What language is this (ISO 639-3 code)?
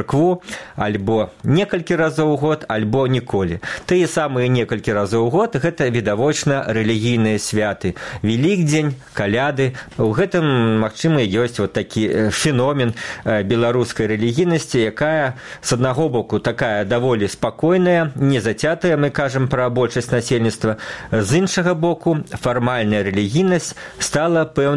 bel